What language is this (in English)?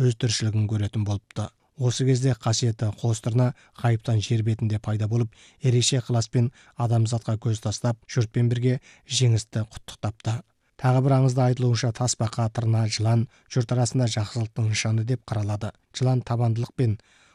Kazakh